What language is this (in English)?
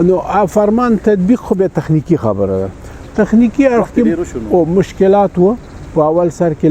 Pashto